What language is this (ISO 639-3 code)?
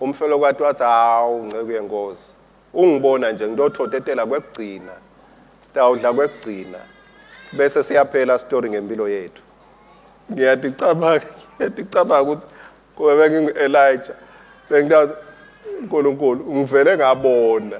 ssw